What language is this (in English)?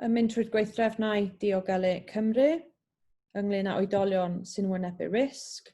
Welsh